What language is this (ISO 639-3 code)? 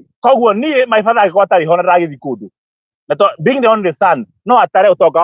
kik